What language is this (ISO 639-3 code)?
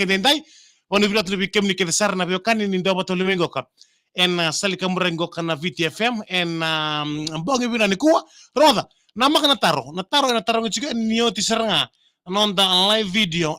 fij